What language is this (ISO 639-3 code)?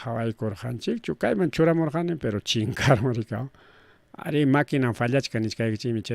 quy